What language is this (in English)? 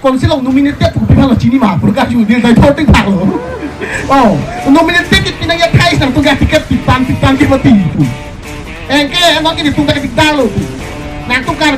Karbi